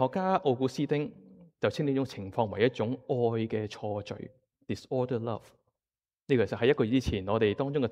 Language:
Cantonese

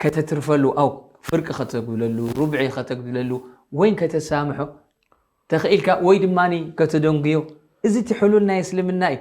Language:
Tigrinya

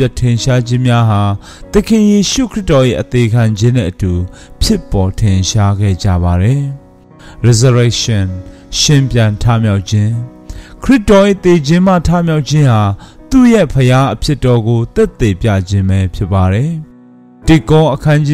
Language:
Burmese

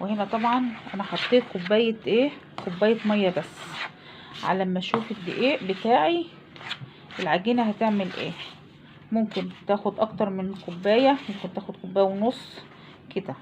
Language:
Egyptian Arabic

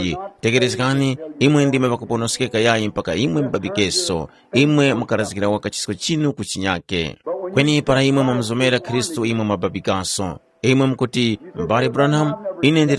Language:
Tumbuka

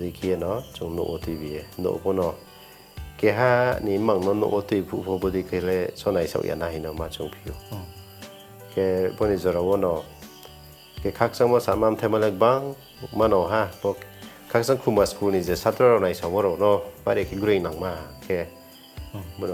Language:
Riang (India)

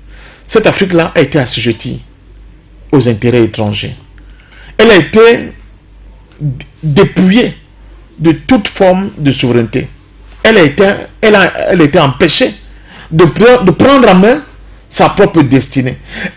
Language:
French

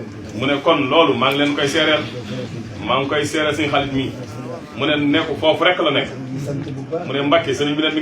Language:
Wolof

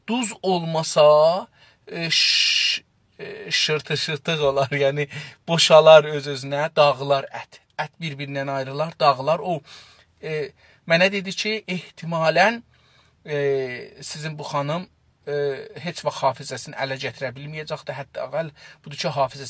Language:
South Azerbaijani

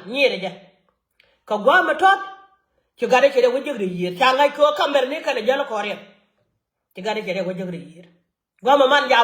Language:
Nuer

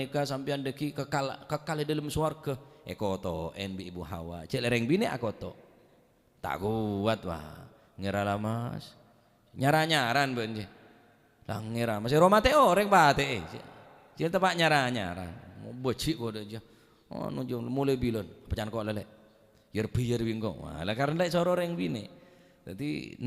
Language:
Madurese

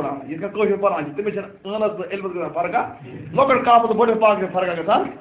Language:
Kashmiri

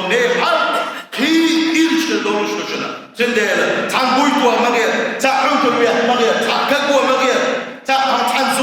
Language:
Chechen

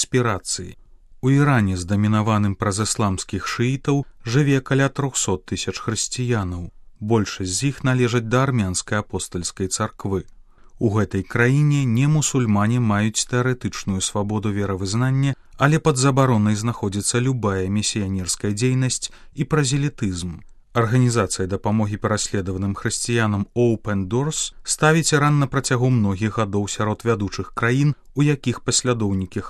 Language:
Belarusian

